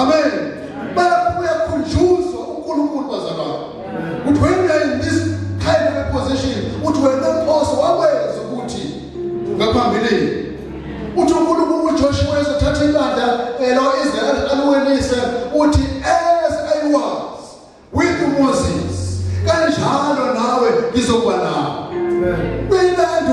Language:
Zulu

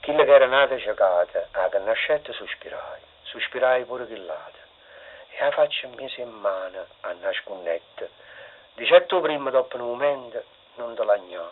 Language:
Neapolitan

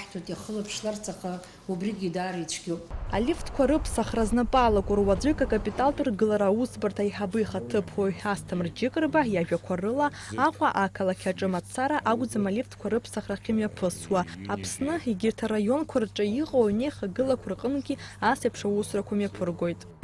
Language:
Abkhazian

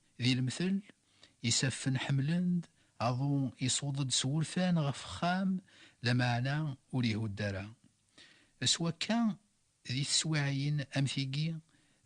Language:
Kabyle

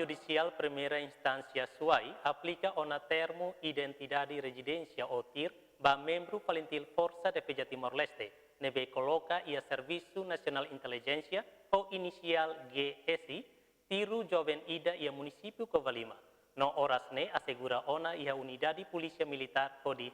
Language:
Tetum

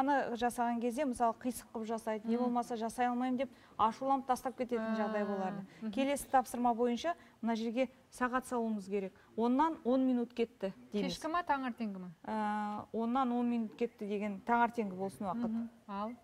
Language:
Kazakh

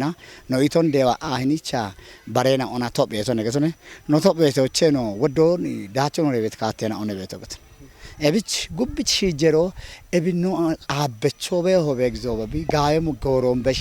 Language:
Kafa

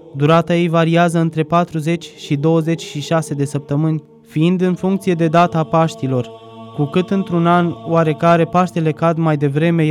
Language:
Romanian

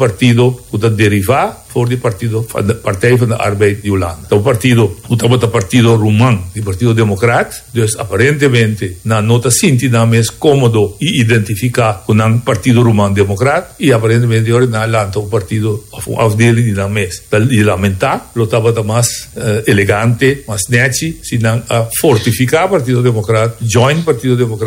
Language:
Papiamento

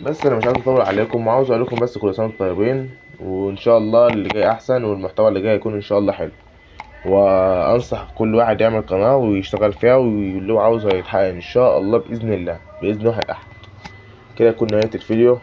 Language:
Egyptian Arabic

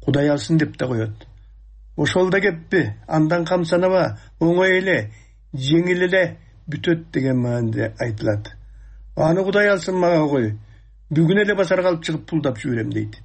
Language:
Kyrgyz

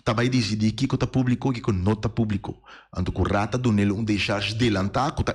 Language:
Papiamento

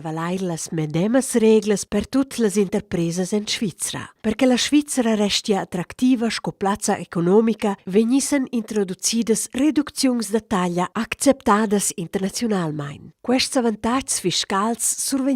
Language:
Romansh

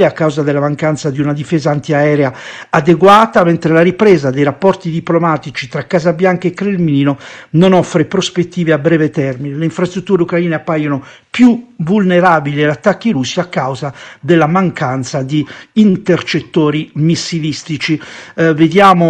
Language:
Italian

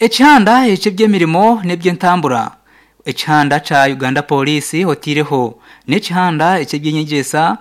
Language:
Nyankole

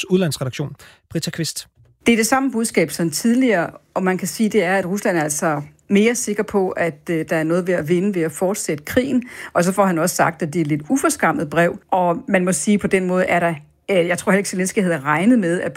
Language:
Danish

